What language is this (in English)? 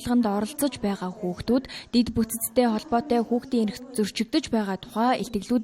Mongolian